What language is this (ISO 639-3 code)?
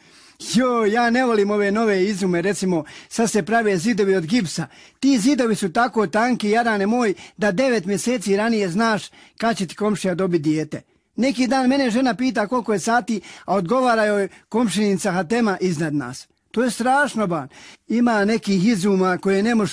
bos